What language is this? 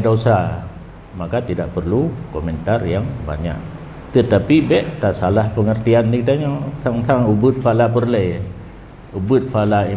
Achinese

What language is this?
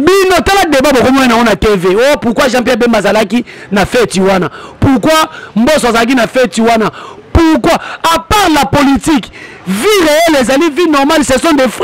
Lingala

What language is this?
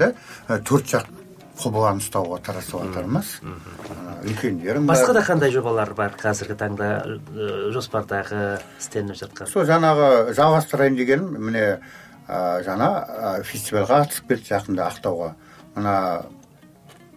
Kazakh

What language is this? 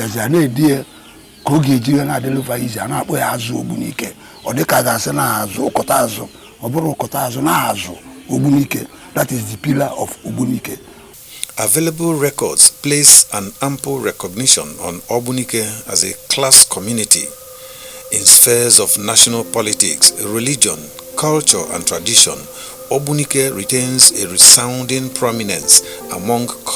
Igbo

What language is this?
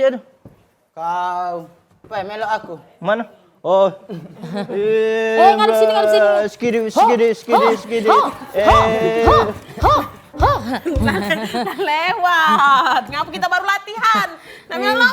Musi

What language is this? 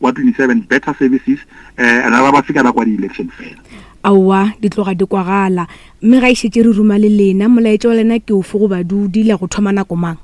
Northern Sotho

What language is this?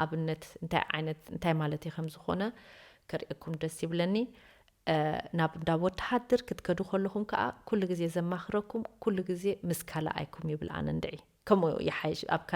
Tigrinya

